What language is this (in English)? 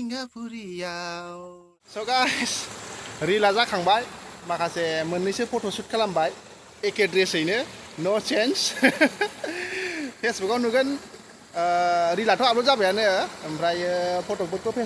Bodo